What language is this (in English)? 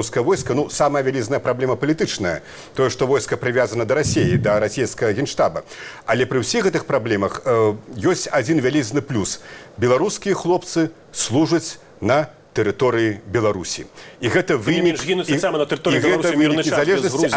Belarusian